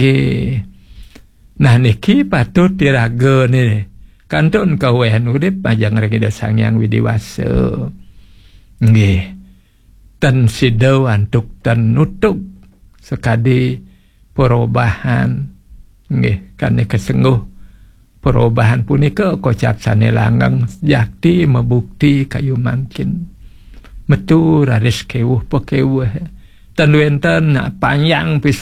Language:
Balinese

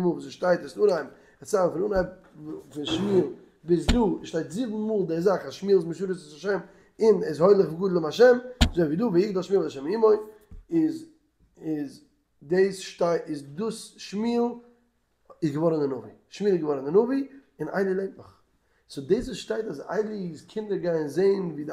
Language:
Yiddish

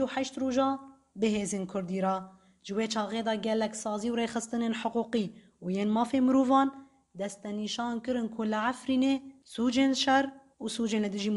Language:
Kurdish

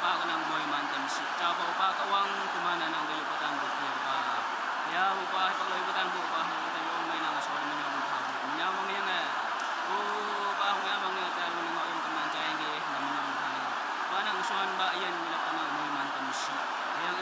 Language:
Naga Pidgin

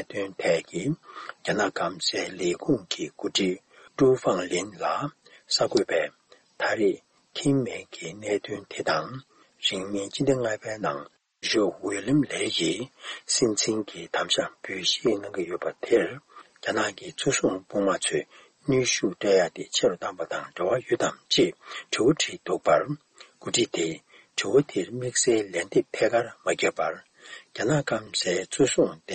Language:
Tibetan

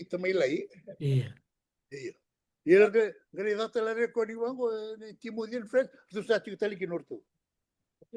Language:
Fijian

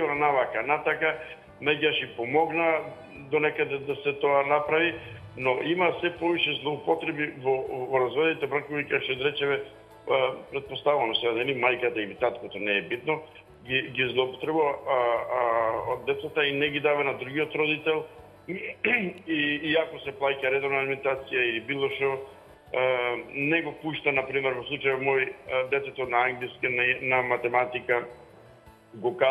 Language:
Macedonian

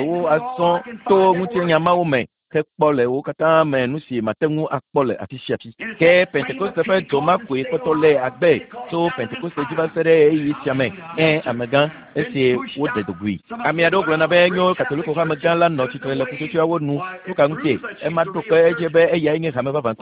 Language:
Ewe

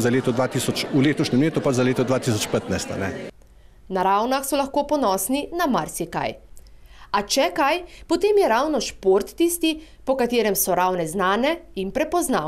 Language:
Slovenian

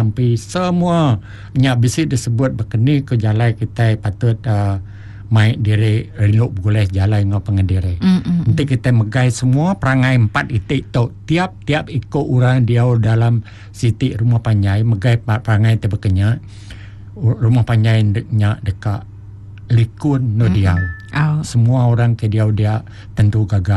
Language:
Iban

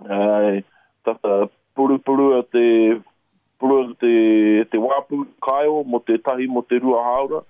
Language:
Māori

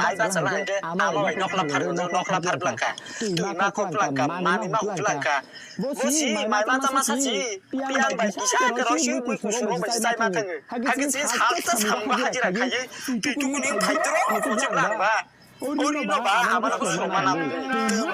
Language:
Kok Borok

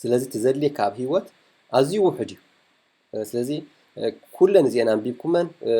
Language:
Tigrinya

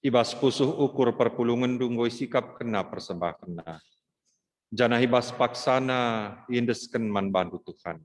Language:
Batak Karo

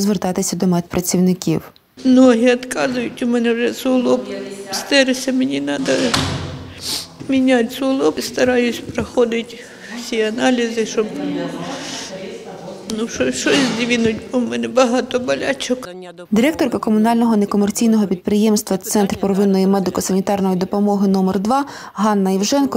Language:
Ukrainian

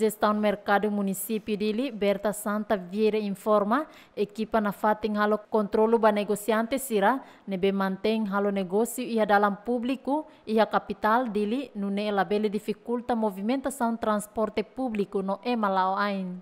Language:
Tetum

